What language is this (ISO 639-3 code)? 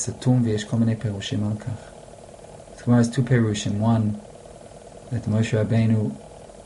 heb